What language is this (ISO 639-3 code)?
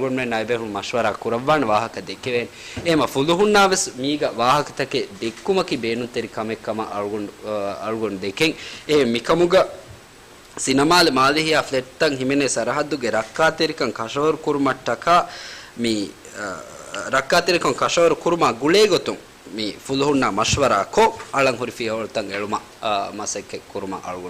div